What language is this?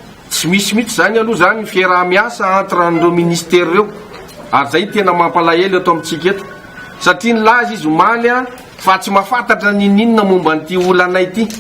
Malagasy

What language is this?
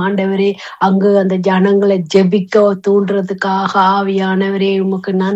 Tamil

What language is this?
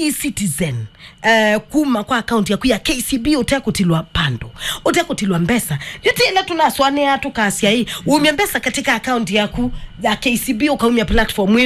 Kamba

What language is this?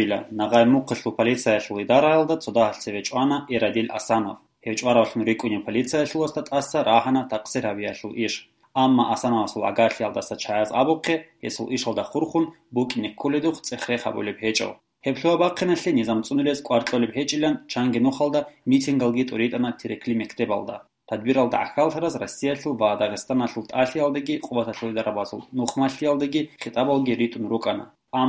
Avaric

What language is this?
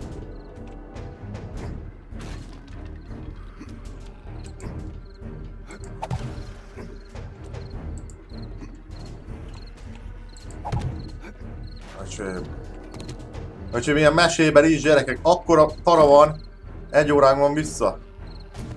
Hungarian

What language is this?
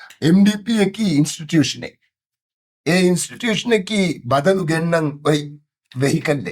Divehi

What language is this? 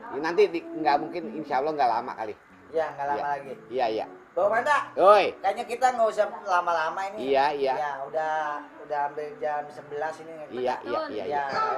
Betawi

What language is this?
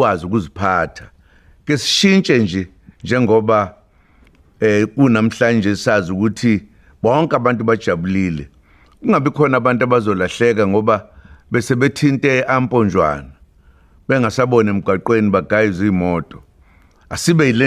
Zulu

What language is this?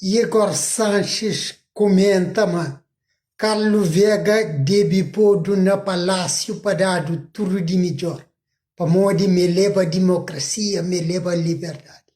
Kabuverdianu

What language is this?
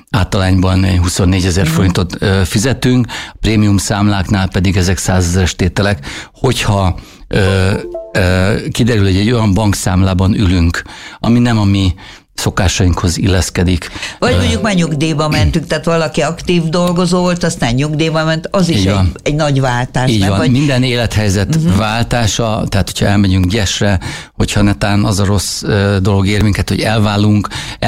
Hungarian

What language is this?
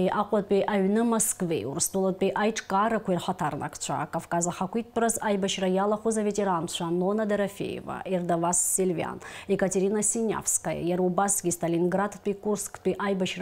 Abkhazian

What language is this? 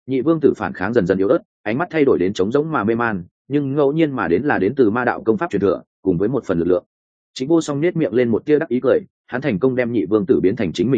Vietnamese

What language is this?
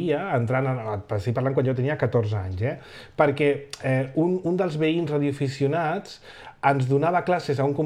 Catalan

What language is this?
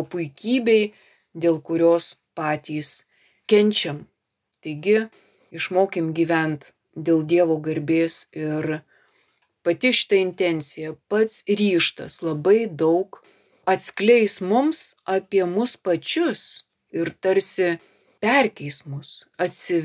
Lithuanian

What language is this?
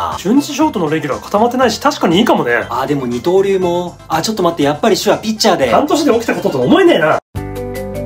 Japanese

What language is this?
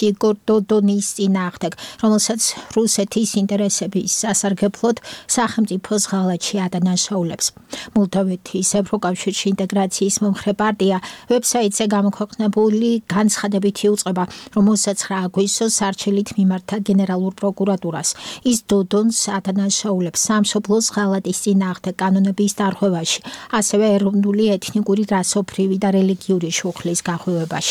Georgian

